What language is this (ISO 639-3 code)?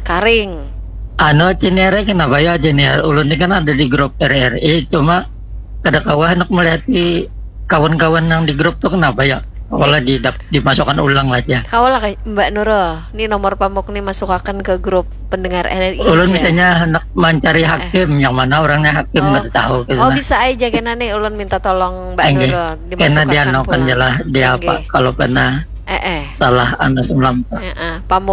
bjn